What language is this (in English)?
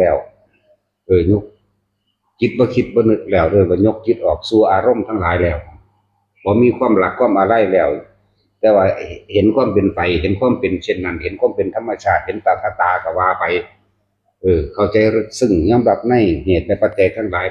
Northeastern Thai